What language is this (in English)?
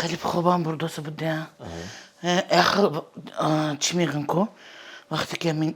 Tajik